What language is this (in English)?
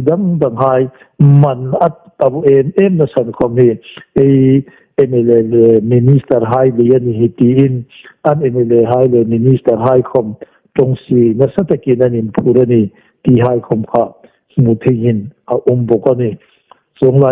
Hmar